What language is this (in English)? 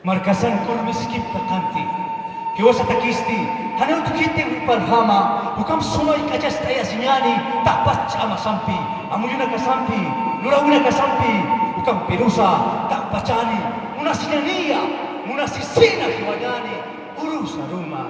Aymara